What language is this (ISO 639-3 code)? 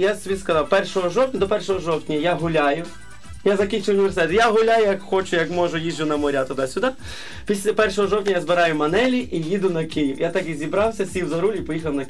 ukr